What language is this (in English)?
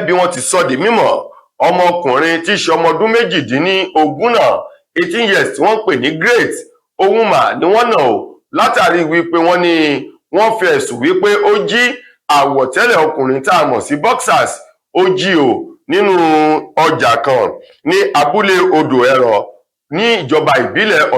Yoruba